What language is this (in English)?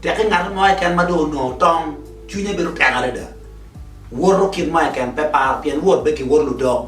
Acoli